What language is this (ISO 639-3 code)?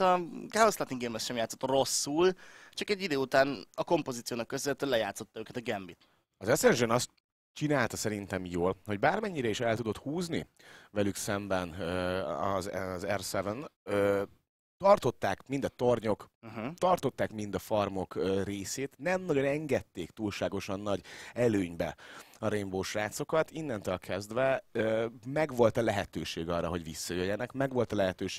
hun